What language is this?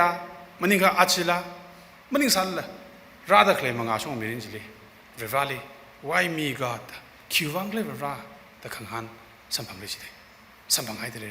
Tangkhul Naga (India)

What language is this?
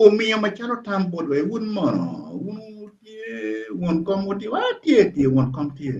Acoli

